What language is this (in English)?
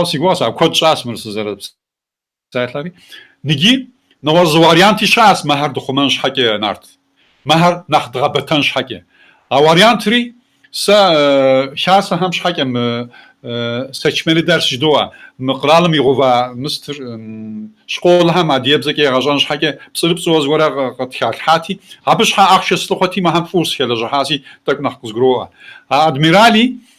Kabardian